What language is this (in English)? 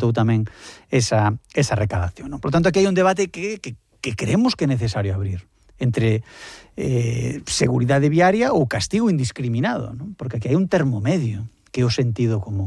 Galician